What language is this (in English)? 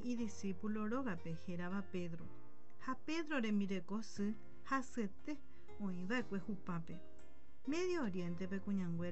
Guarani